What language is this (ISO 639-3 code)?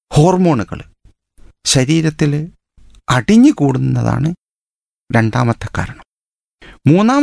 mal